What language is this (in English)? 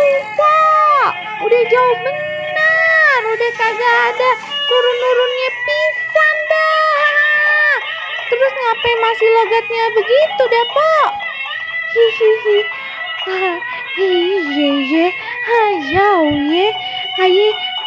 Betawi